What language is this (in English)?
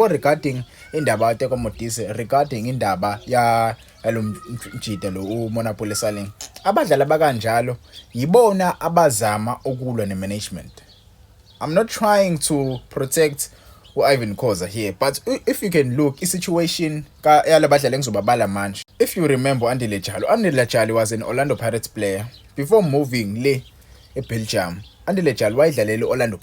Zulu